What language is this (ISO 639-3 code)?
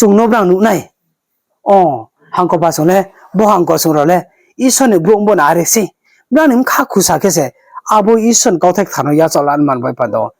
ria